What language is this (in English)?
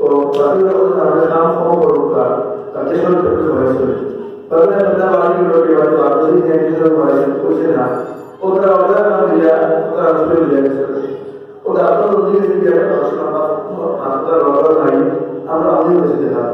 Sylheti